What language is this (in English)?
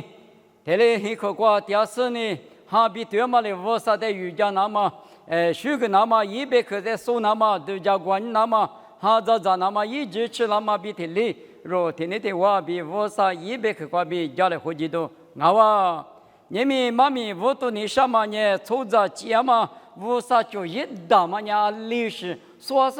Lisu